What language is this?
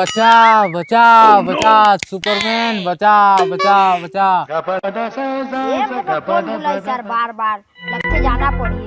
Chhattisgarhi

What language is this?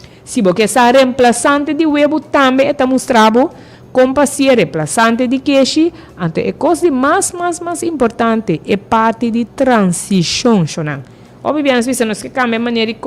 Papiamento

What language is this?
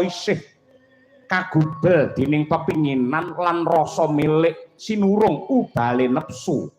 Javanese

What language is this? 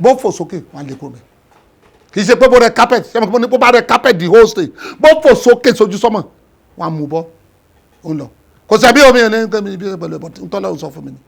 Yoruba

